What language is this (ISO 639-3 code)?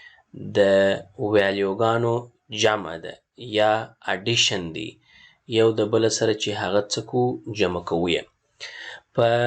pus